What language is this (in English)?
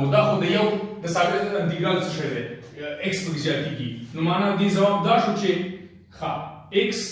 Pashto